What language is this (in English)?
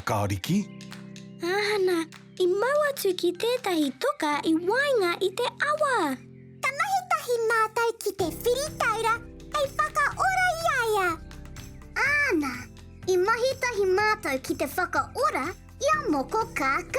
Māori